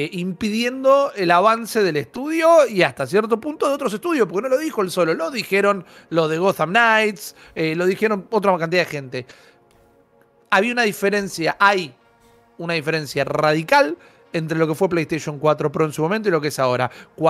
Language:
Spanish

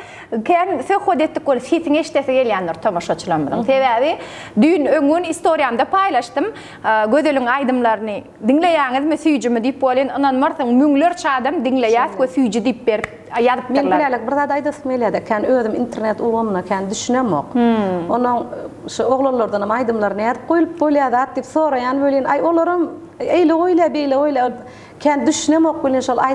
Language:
Turkmen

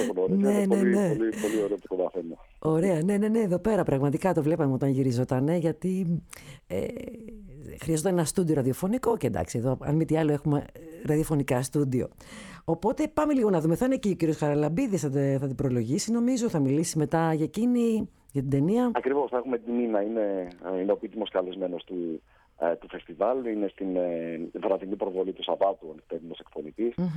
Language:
Greek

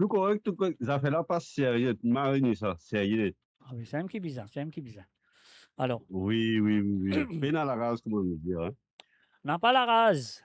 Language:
Morisyen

